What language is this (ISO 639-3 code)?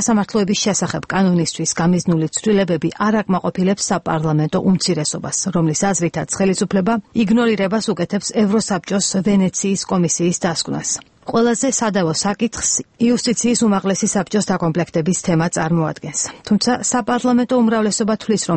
kat